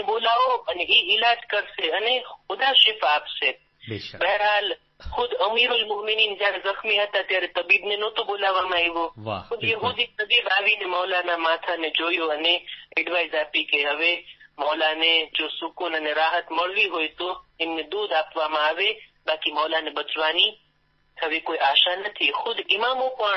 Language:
Gujarati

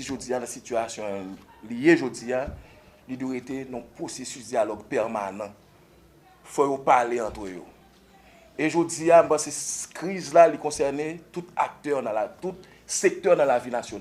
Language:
Haitian Creole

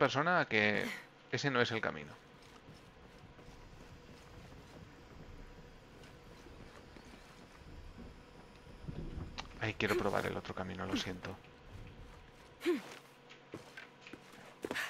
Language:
Spanish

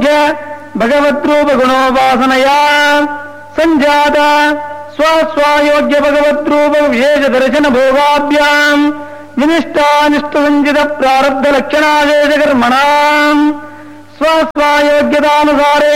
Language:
Sanskrit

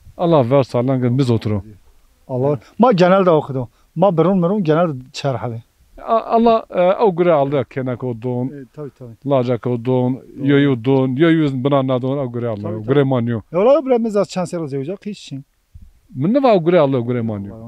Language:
Zaza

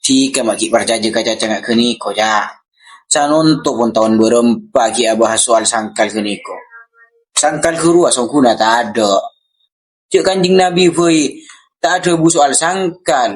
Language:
Madurese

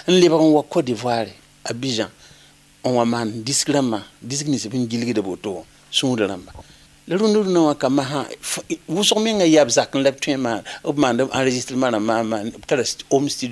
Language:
Mossi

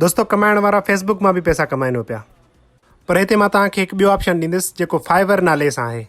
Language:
Sindhi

